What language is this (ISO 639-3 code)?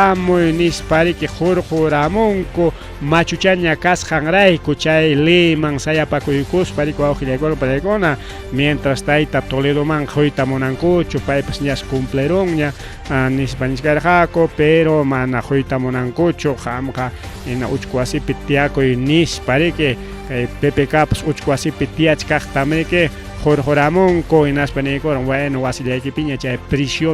quy